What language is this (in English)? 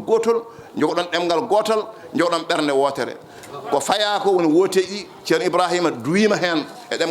Fula